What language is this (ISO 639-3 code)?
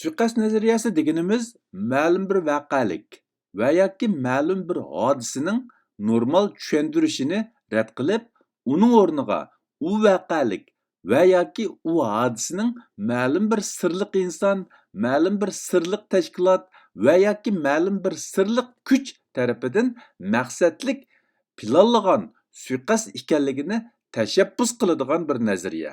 uig